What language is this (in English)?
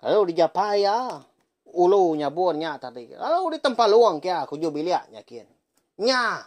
Iban